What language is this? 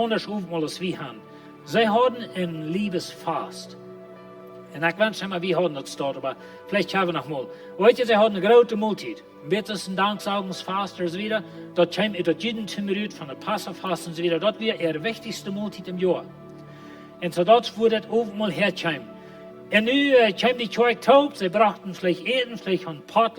Plautdietsch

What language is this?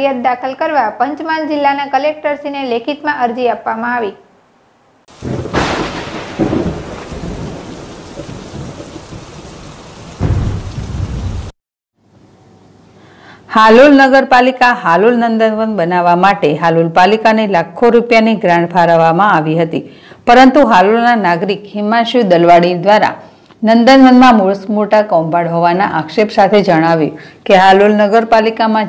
Gujarati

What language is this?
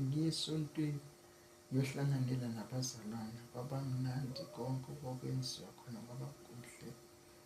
Zulu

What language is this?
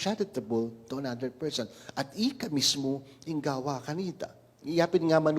Pampanga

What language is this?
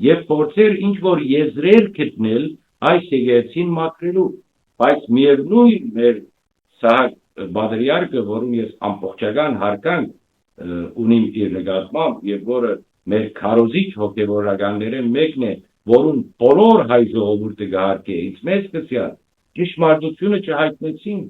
Western Armenian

